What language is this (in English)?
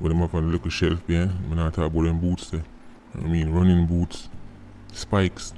Jamaican Creole English